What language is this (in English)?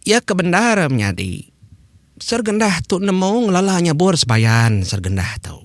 Iban